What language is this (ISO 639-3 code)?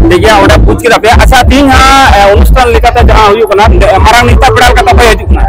sat